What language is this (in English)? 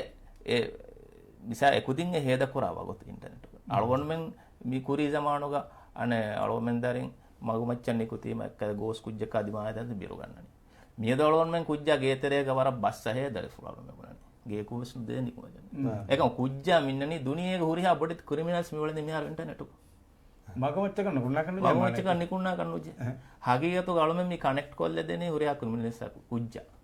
Divehi